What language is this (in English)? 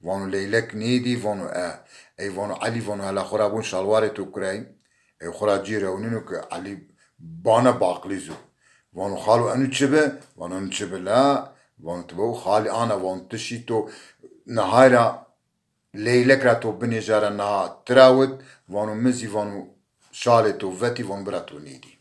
Zaza